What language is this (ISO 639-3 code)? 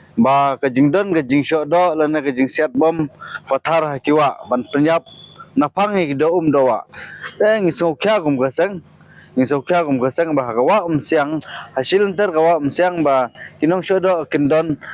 kha